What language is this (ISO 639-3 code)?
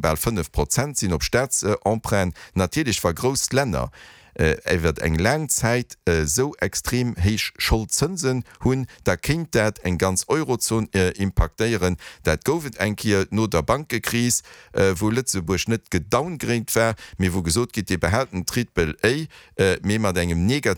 ltz